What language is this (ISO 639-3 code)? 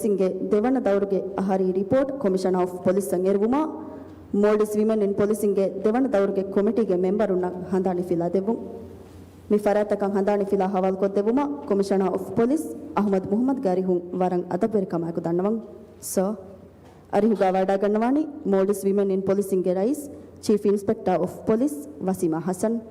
div